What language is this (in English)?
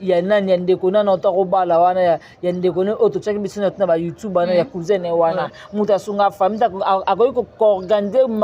Lingala